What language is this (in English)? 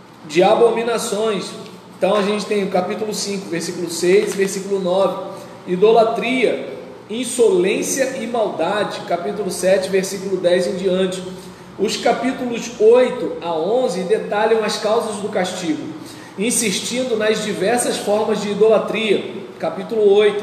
Portuguese